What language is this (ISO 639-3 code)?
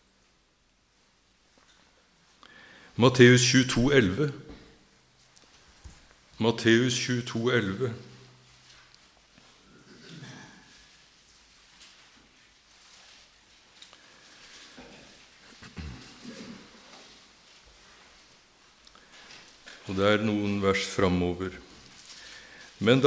nor